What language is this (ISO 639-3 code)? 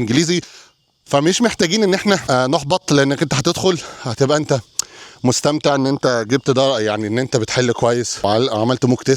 arz